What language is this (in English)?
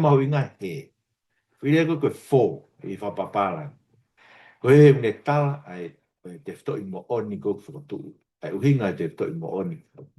Tongan